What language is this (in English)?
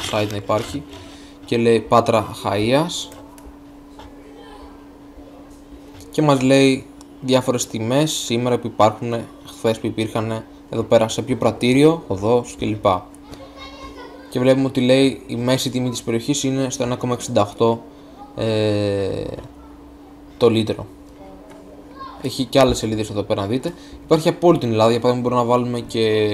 Greek